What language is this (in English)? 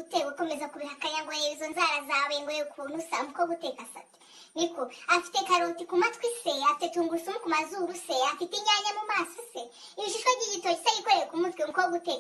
Kinyarwanda